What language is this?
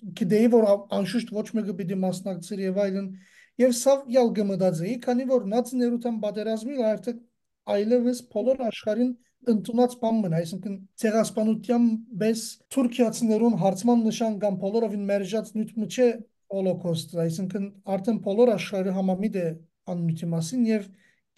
Armenian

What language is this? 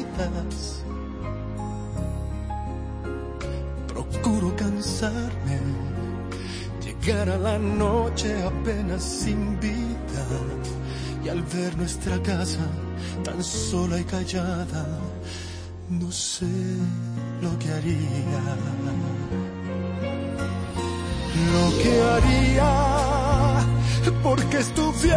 Spanish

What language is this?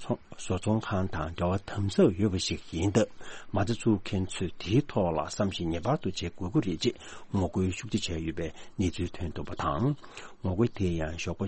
Tibetan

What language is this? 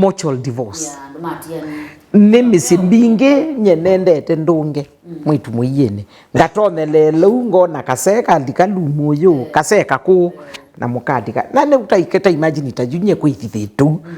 Kamba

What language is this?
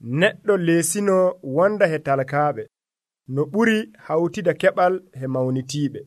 Nigerian Fulfulde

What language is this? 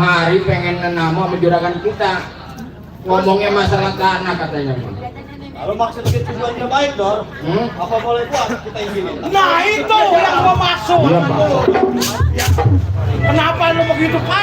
Betawi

